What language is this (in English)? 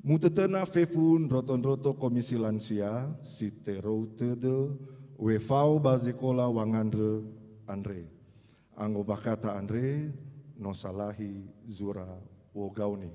Nias